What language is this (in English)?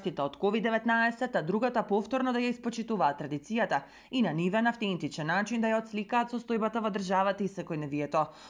Macedonian